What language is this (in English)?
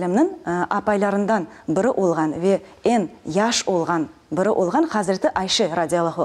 Crimean Tatar